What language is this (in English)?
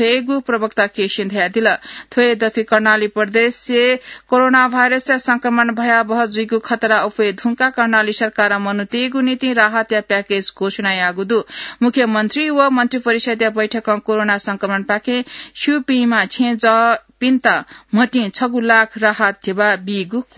Newari